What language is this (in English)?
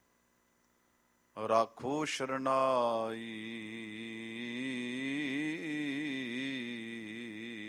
Punjabi